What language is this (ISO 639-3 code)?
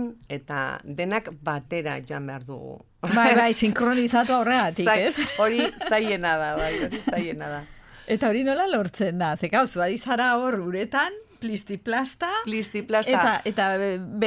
eus